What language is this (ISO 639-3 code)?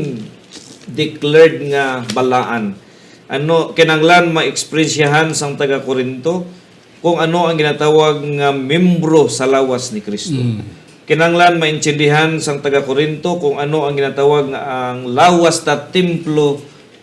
hil